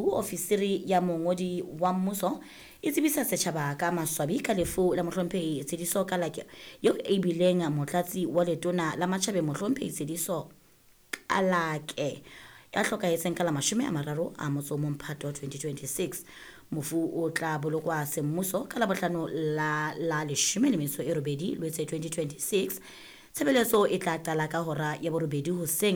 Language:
Southern Sotho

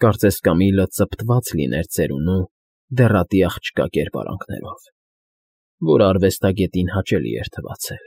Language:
Armenian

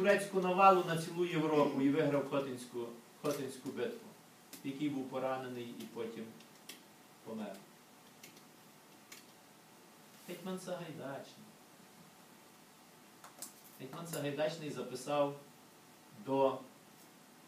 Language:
Ukrainian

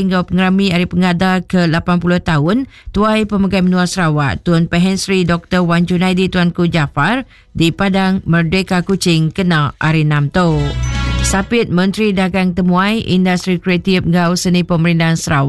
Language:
Iban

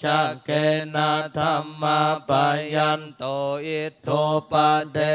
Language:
Pali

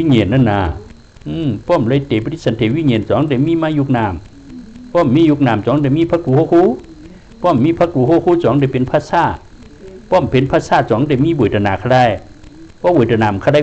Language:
Shan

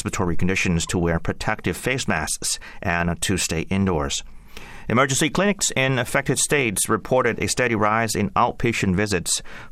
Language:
English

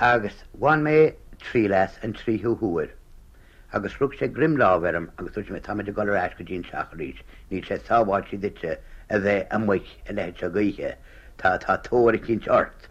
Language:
Irish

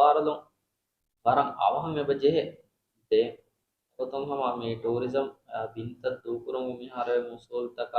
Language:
Divehi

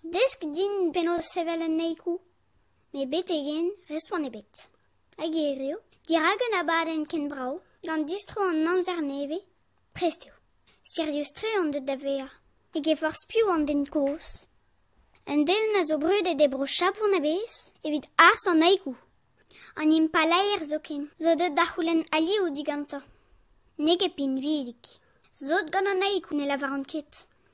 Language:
Breton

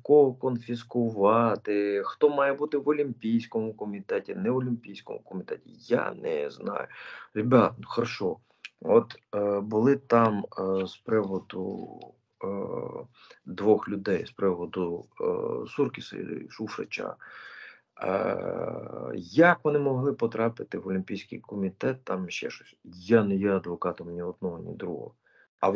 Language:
Ukrainian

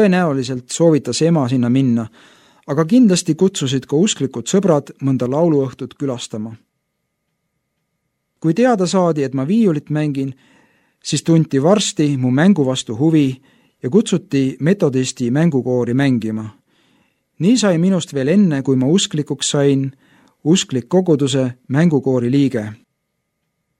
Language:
Estonian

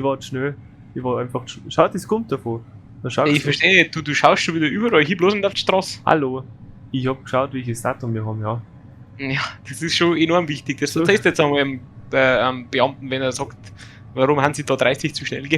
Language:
Bavarian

